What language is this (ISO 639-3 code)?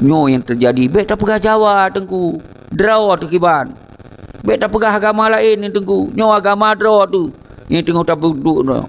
ace